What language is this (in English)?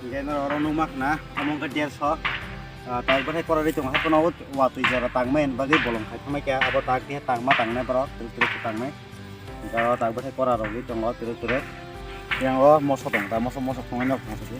Kok Borok